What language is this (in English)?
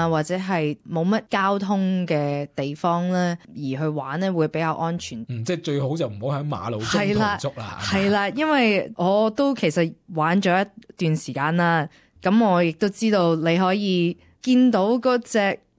Cantonese